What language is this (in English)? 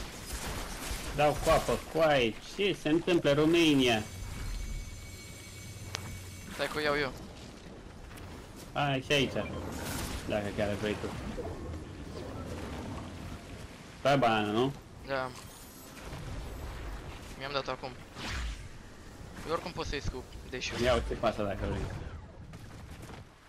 Romanian